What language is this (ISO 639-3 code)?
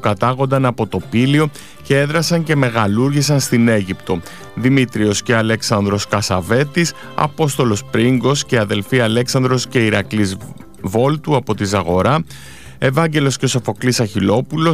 ell